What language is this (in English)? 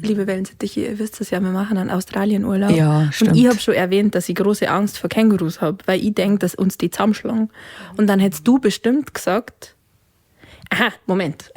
Bavarian